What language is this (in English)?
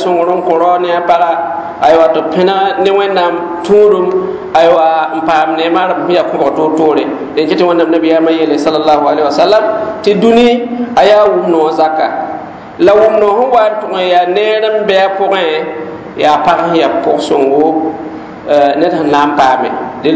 Mossi